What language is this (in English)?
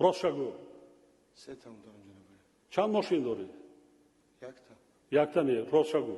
Tajik